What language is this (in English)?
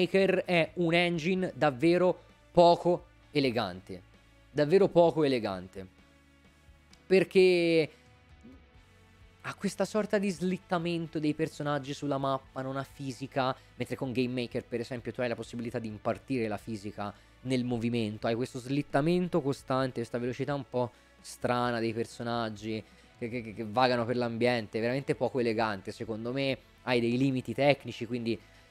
Italian